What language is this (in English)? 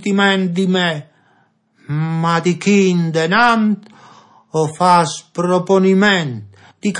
Friulian